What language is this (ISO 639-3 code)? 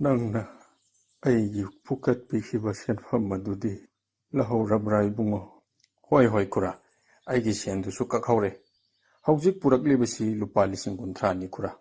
mni